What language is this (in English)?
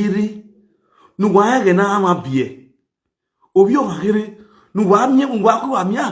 Nigerian Pidgin